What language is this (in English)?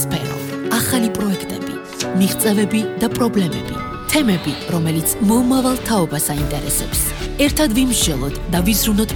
Georgian